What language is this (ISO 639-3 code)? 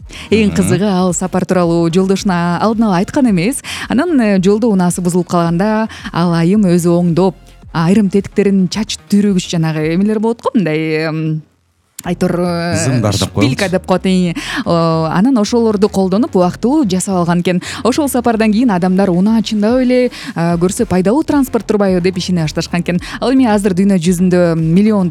kir